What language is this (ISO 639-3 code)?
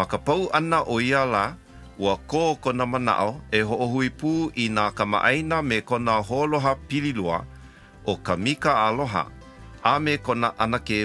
haw